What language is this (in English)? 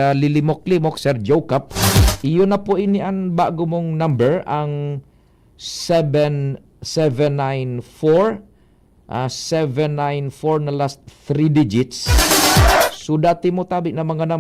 Bikol